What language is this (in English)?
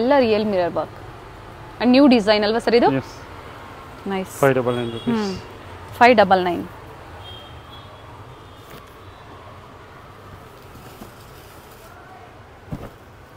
Kannada